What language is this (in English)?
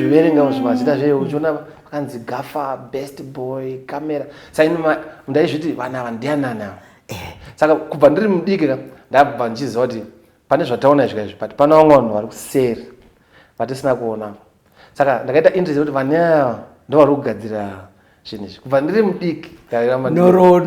Shona